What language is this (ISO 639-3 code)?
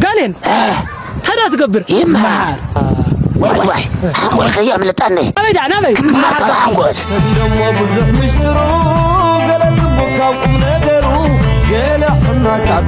tir